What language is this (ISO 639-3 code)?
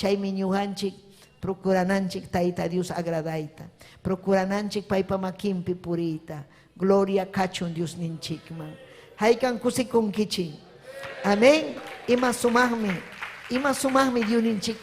quy